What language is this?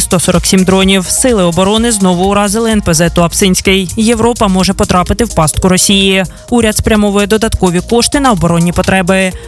Ukrainian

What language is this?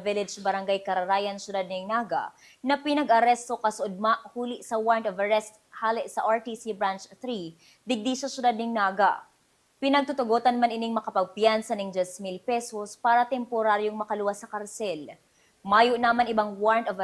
Bikol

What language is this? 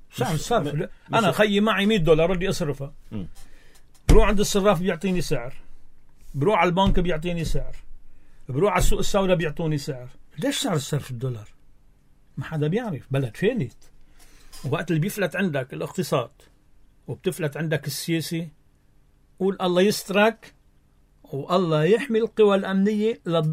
North Levantine Arabic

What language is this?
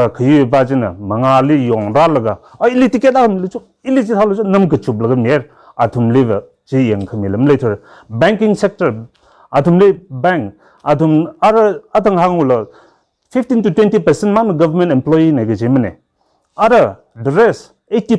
Tangkhul Naga (India)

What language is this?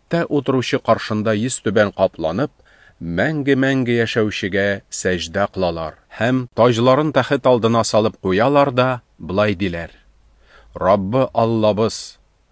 Tatar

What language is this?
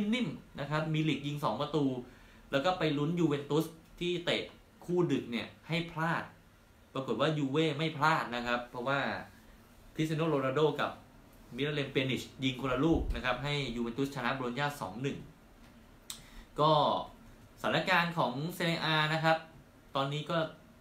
Thai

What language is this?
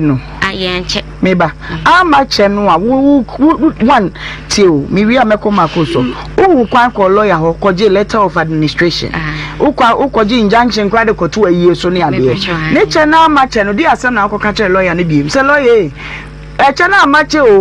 Akan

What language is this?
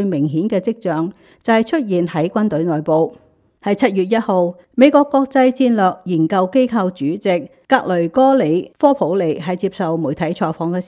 Cantonese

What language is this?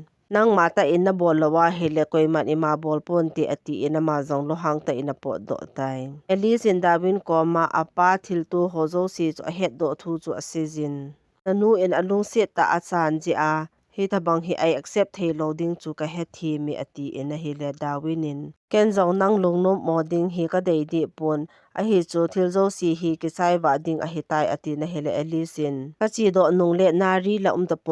Thado Chin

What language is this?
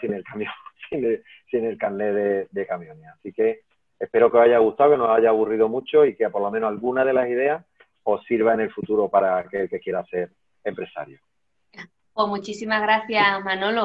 Spanish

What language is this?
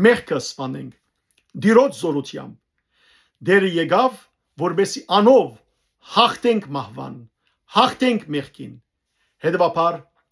Western Armenian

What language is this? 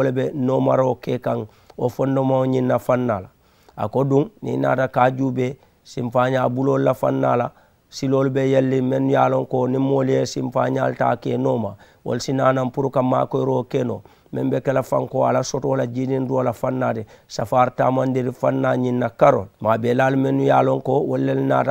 Mandingo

